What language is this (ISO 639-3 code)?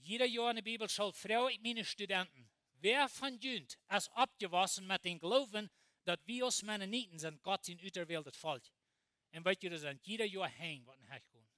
pdt